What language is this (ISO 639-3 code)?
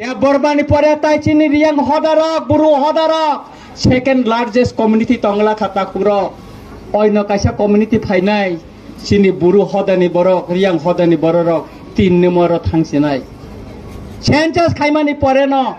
trp